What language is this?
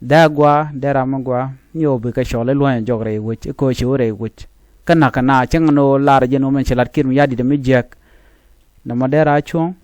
Nuer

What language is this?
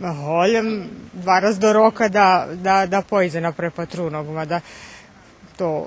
Rusyn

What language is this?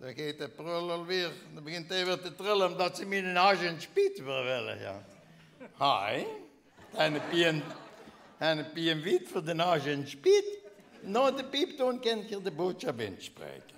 Limburgish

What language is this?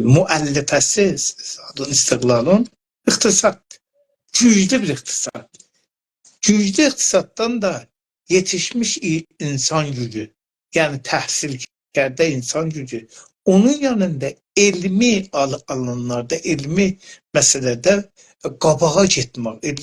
South Azerbaijani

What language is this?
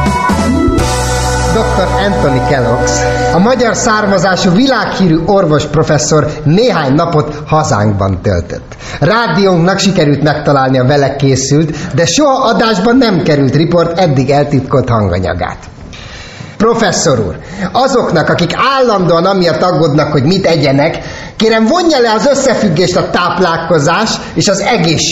Hungarian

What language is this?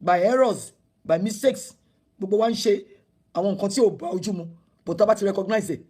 Yoruba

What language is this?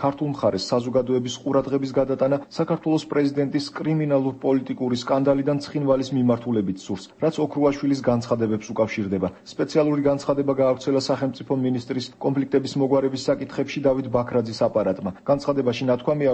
Georgian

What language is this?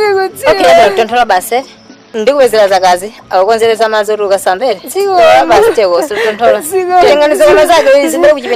Nyanja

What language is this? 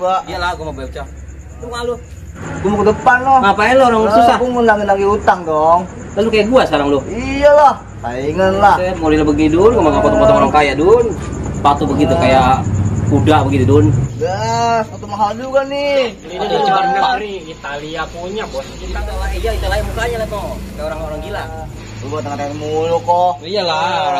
Betawi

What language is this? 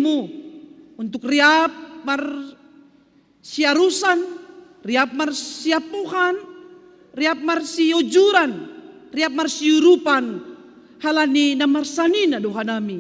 Batak Simalungun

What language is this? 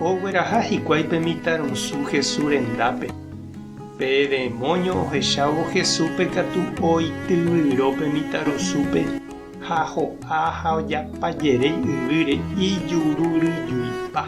Guarani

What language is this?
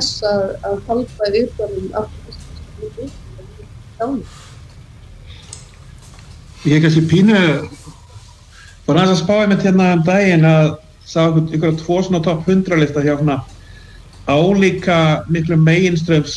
Icelandic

